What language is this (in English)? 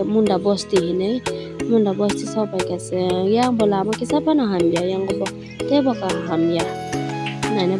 Kok Borok